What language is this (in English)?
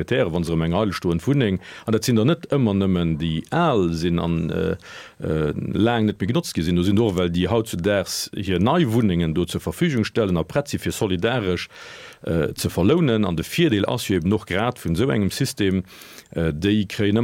Luxembourgish